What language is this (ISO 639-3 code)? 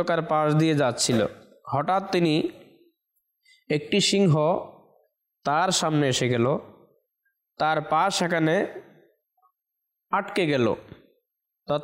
ben